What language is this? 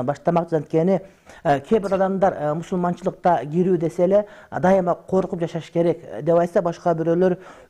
Kyrgyz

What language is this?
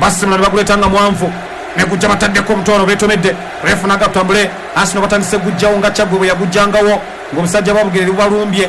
Ganda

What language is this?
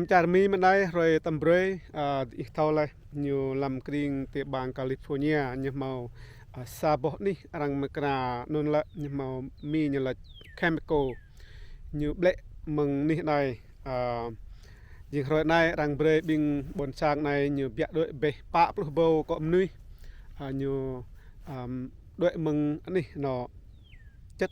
Rade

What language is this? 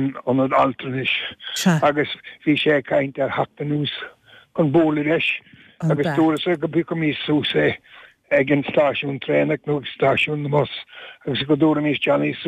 Irish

